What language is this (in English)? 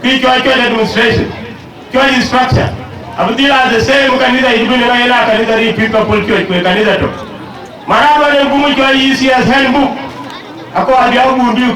Dinka